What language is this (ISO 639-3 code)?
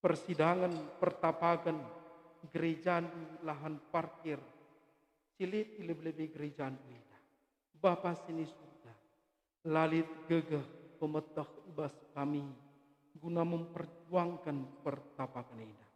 btx